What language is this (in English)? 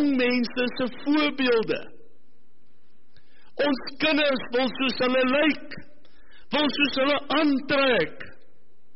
Afrikaans